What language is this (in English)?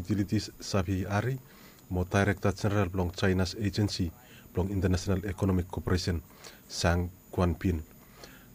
Bislama